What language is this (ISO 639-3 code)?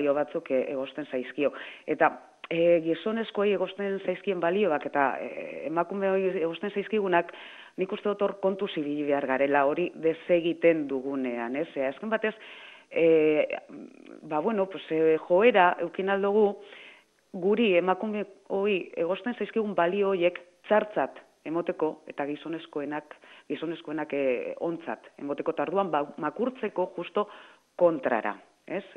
eus